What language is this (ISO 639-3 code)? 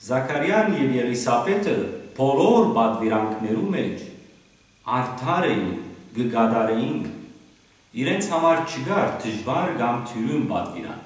hyw